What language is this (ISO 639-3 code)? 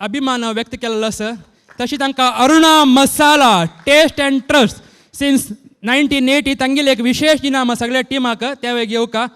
kok